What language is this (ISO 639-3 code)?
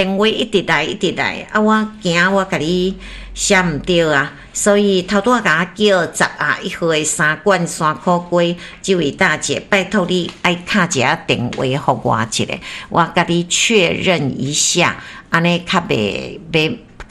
nan